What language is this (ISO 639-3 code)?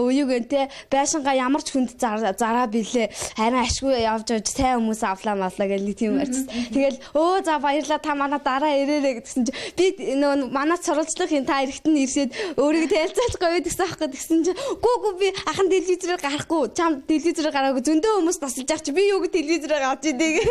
mon